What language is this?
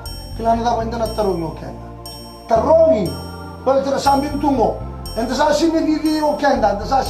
Fijian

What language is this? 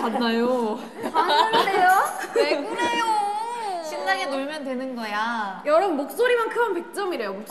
Korean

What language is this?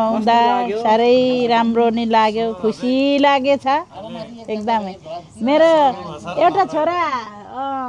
Nepali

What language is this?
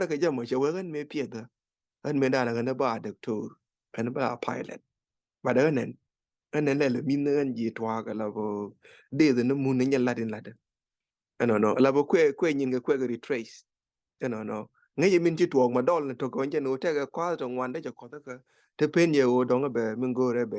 Nuer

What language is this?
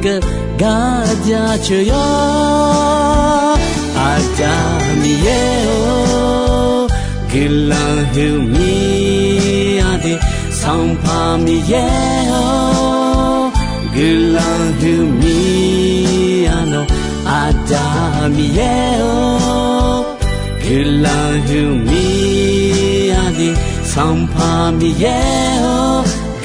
Akha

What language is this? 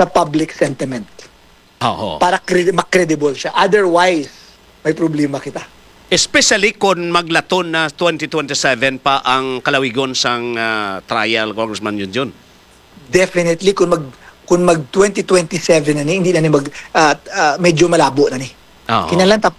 Hiligaynon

